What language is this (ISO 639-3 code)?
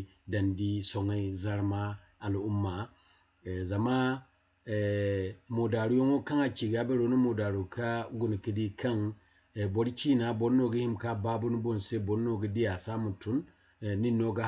dje